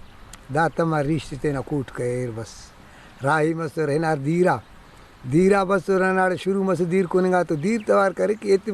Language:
Brahui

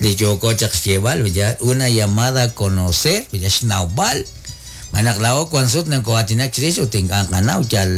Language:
Kekchí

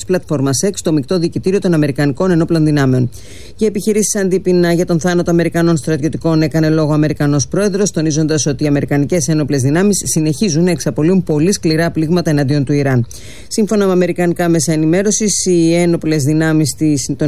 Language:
Greek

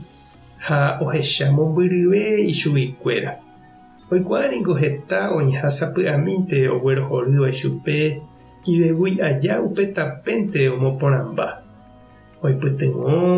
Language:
Guarani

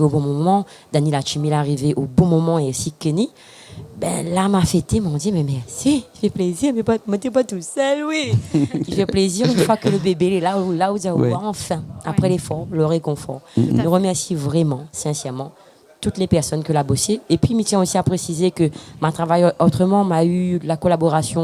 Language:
Réunion Creole French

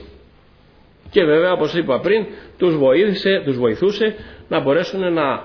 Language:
Greek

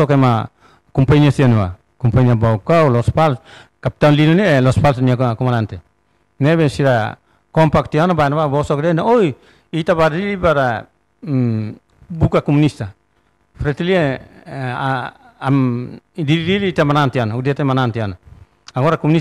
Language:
Tetum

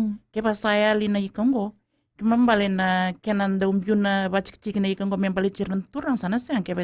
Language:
Fijian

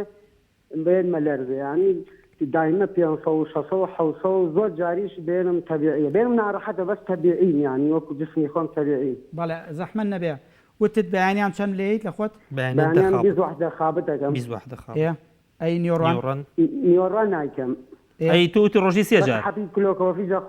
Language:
Central Kurdish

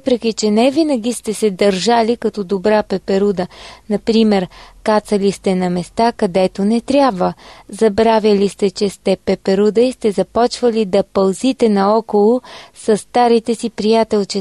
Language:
Bulgarian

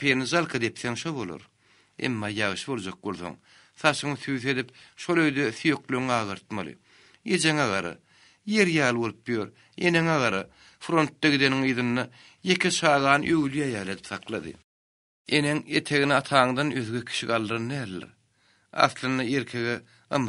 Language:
Turkmen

